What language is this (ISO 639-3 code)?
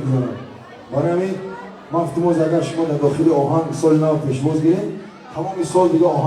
tgk